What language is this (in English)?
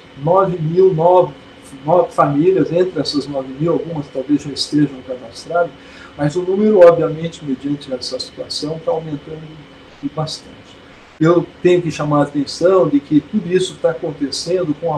Portuguese